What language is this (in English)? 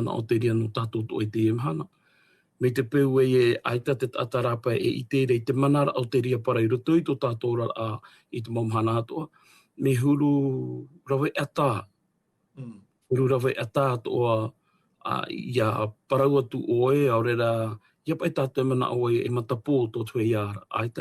Tahitian